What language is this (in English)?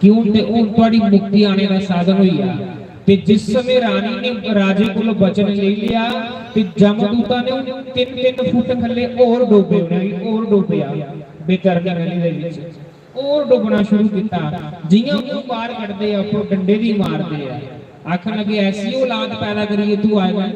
Dogri